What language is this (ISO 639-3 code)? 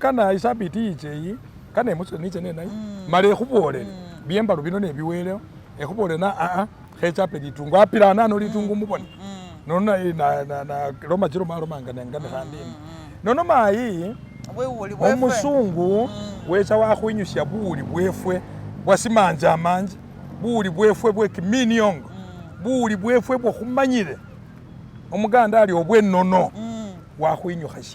myx